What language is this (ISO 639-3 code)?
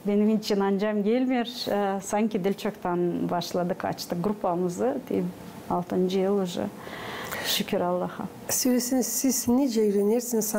gag